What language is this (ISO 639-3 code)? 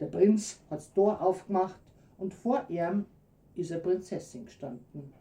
bar